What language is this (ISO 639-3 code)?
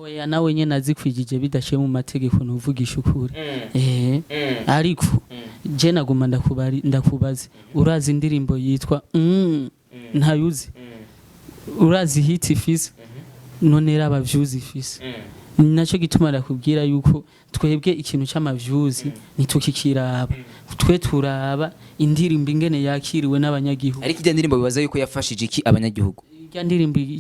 run